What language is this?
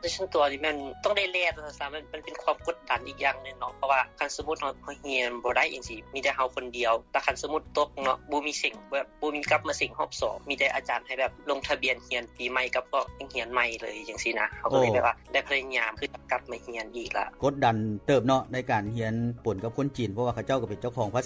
Lao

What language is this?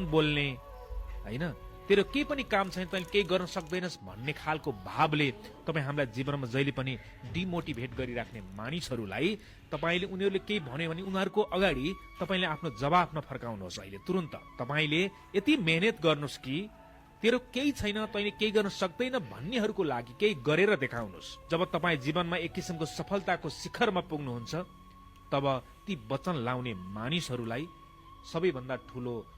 Nepali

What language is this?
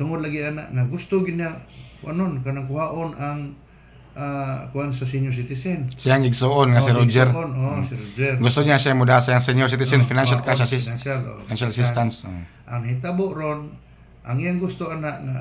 Cebuano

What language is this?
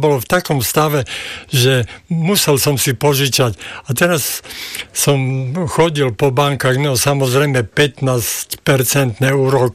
Slovak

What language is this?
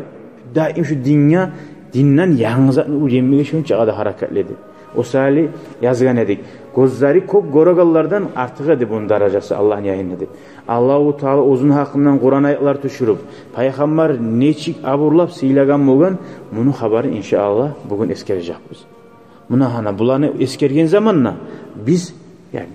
Kumyk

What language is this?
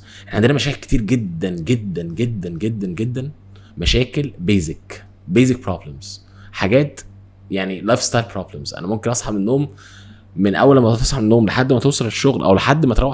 Egyptian Arabic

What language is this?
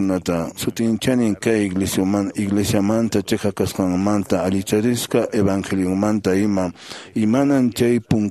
Quechua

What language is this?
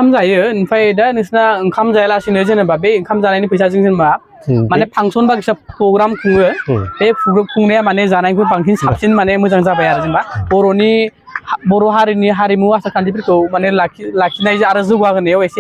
Bodo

